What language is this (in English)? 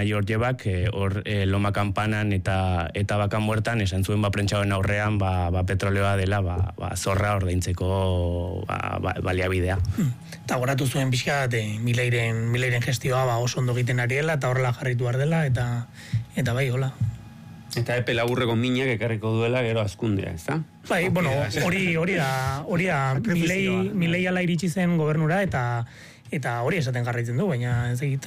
Basque